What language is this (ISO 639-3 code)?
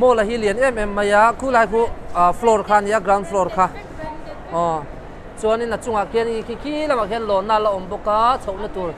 lus